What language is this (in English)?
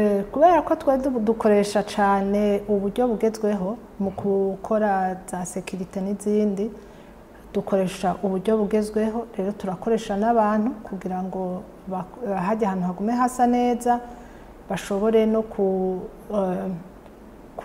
Rundi